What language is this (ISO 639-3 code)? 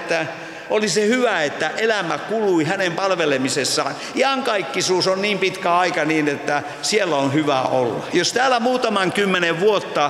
fin